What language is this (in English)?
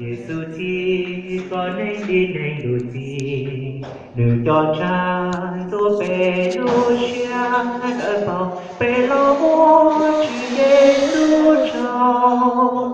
Hmong